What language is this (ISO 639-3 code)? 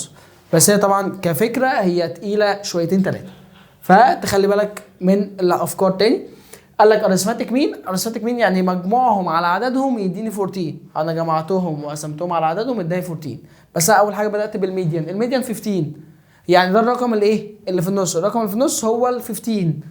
arz